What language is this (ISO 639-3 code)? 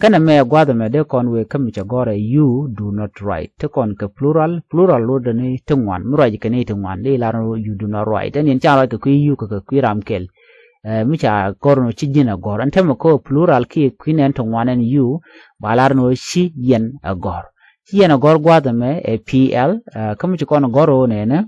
nus